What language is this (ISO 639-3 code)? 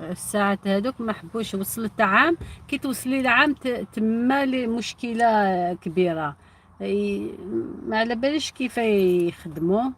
arq